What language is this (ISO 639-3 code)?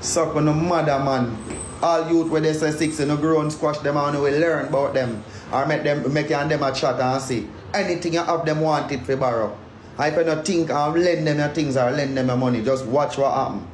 jam